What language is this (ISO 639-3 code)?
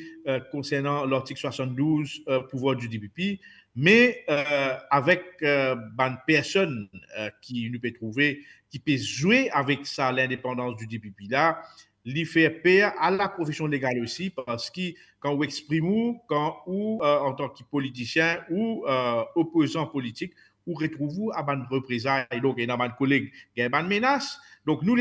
mfe